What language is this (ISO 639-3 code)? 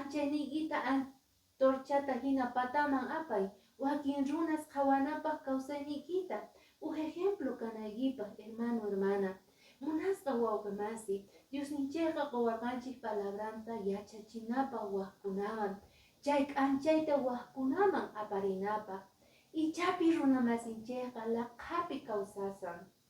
que